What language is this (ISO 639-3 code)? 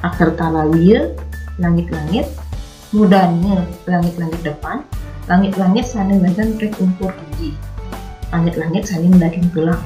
ban